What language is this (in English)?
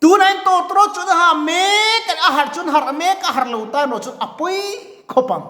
Mizo